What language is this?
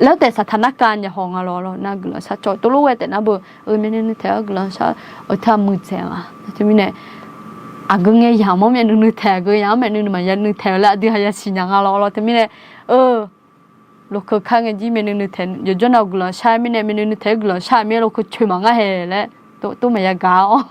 Akha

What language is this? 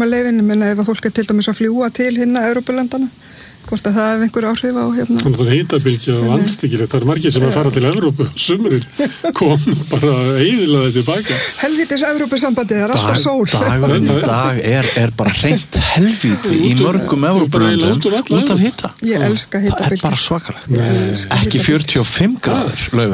Icelandic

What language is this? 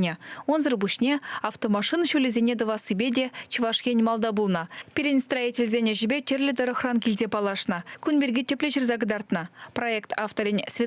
Chuvash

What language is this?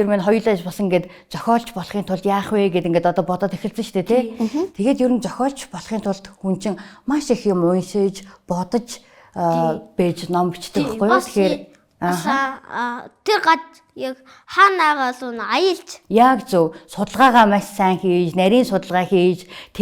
Mongolian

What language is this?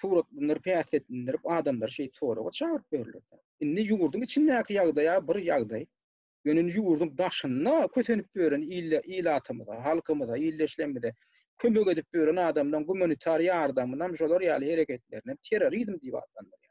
Turkmen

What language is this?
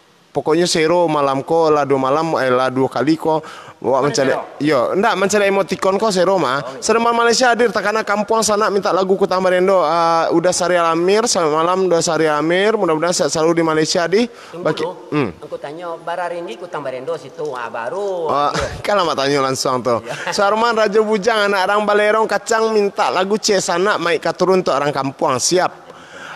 Minangkabau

